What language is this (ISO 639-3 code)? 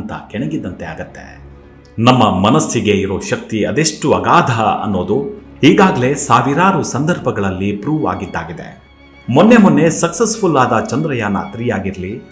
kan